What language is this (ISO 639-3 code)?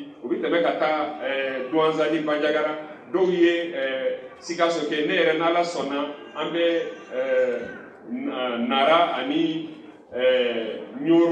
bam